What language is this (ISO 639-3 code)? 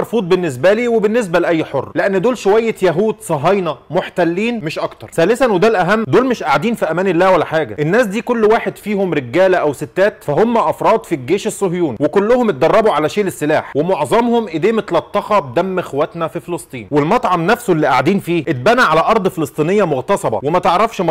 arz